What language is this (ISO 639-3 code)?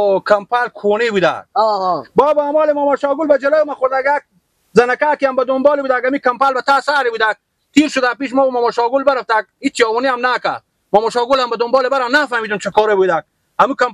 fas